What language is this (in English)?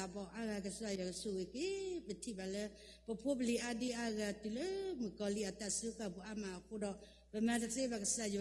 S'gaw Karen